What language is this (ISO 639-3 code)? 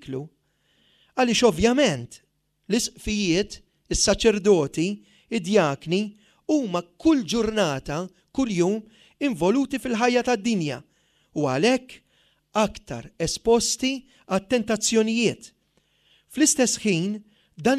mlt